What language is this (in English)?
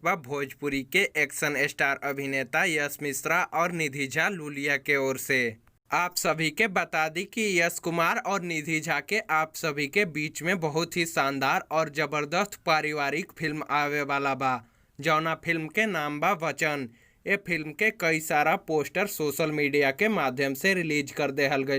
Bhojpuri